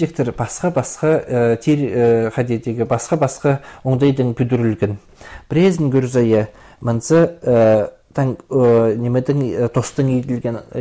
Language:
Khakas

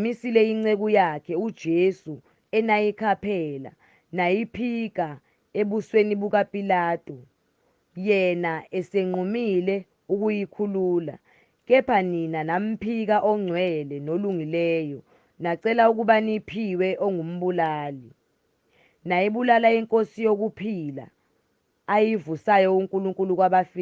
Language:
Zulu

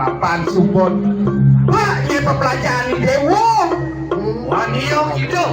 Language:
Balinese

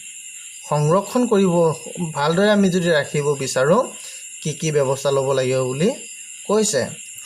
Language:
Assamese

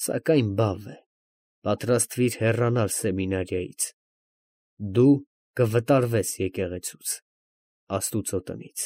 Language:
Armenian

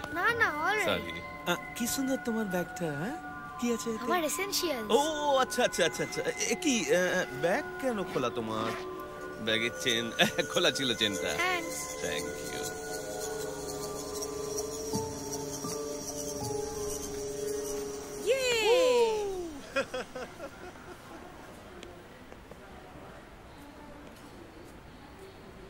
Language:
Bangla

